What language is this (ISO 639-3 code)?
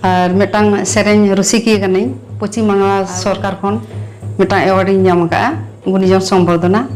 sat